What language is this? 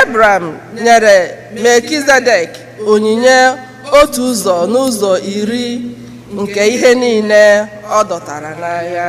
Igbo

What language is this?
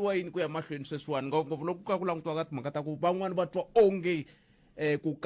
Tsonga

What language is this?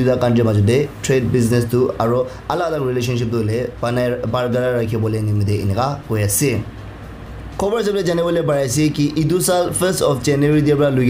Naga Pidgin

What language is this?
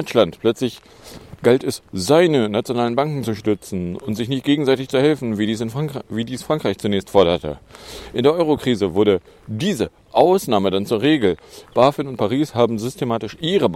German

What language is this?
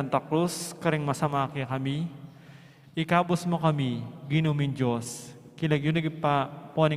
Pampanga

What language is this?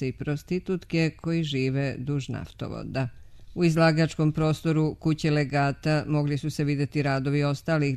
Serbian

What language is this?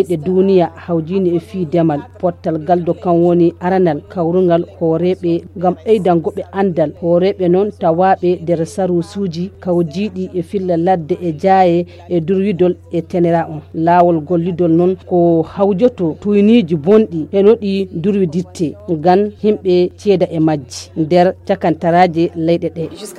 Fula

